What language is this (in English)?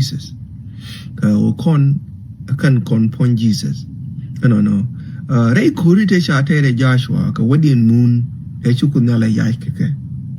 Nuer